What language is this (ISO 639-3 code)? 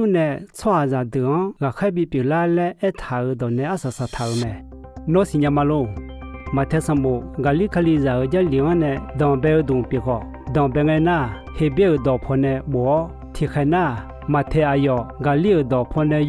ahk